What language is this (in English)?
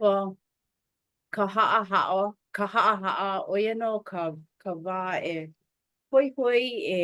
Hawaiian